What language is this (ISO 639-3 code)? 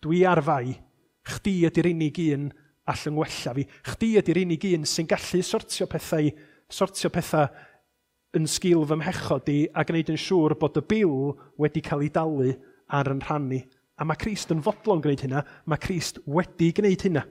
cym